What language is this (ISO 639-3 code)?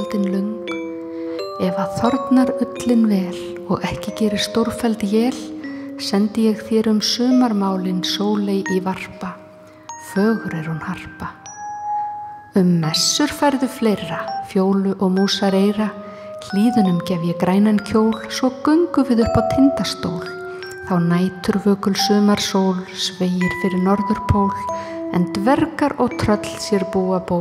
isl